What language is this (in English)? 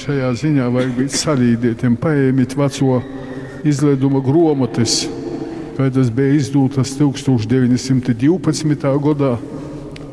Latgalian